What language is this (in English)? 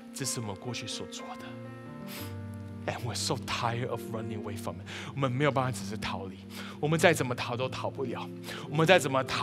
Chinese